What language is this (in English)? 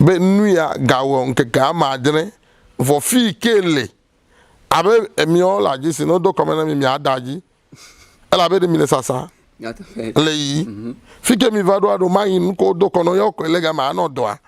Ewe